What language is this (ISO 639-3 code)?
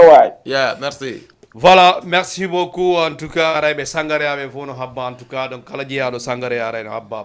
ful